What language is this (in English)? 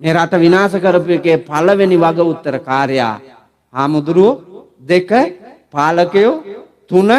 Sinhala